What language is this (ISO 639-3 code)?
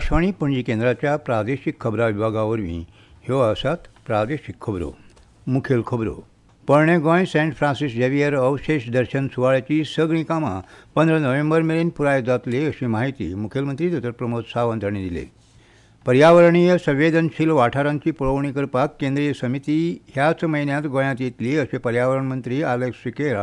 kok